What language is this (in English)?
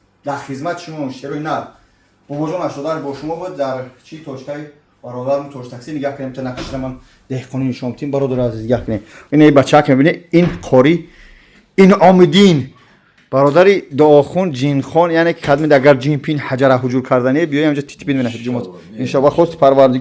Tajik